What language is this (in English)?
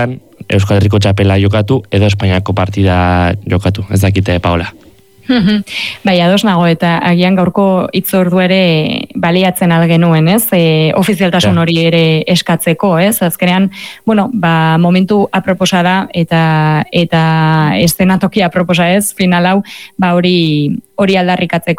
Basque